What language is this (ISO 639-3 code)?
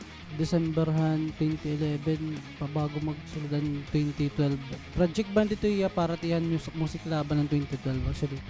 war